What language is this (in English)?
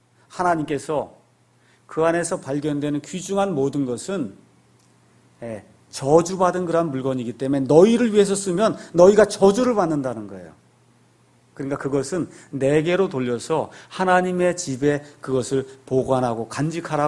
Korean